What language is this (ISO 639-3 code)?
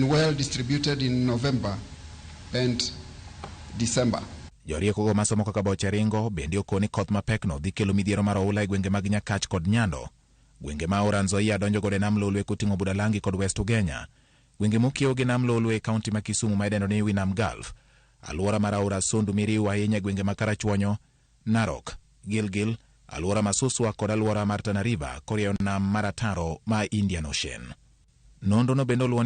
luo